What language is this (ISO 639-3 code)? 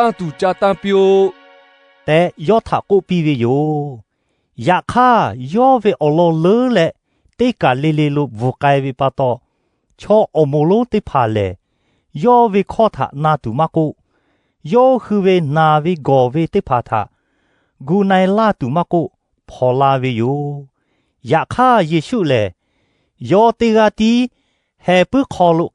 lhu